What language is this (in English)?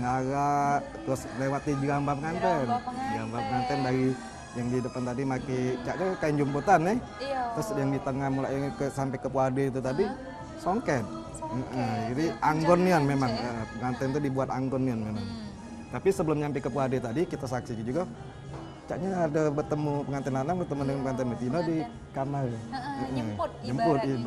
Musi